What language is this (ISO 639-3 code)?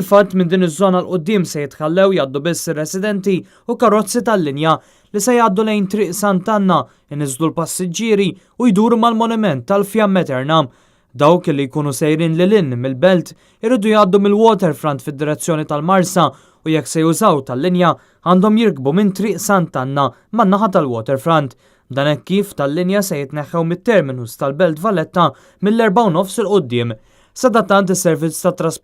mlt